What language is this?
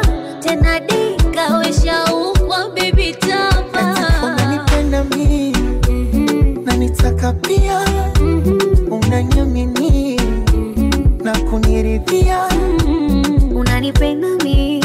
Swahili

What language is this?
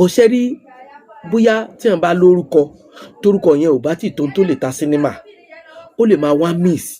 Yoruba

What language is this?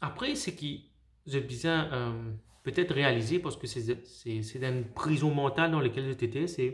Morisyen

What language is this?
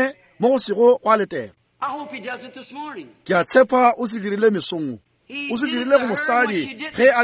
Northern Sotho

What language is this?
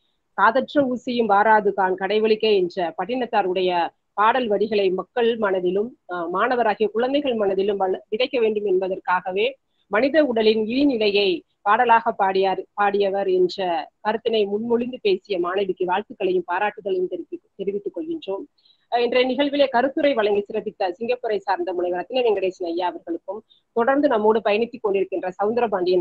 Tamil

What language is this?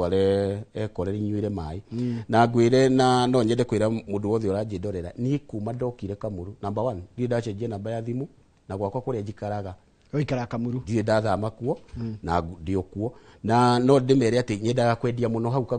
Kikuyu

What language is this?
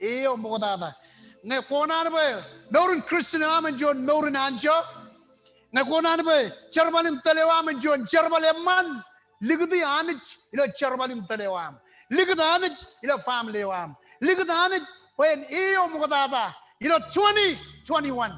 Marshallese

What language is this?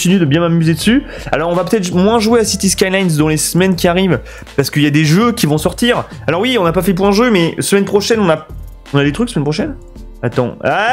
French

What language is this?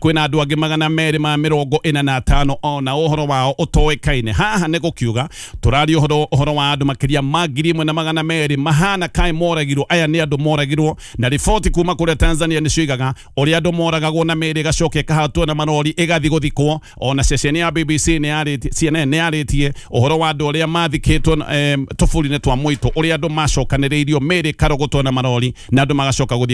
Kikuyu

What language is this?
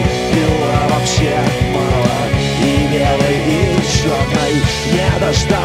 Russian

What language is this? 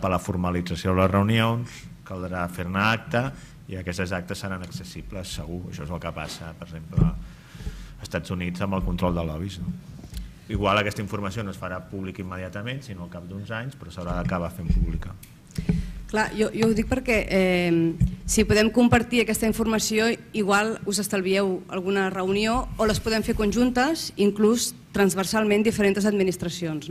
Catalan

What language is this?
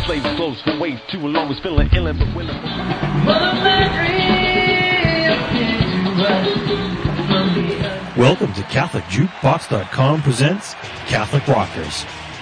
English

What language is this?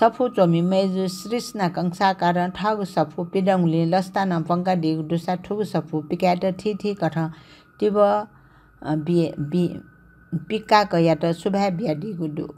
Newari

